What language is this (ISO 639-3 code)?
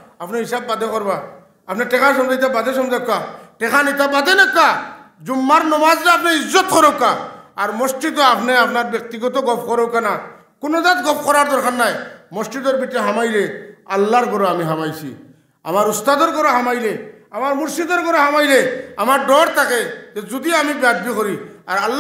syl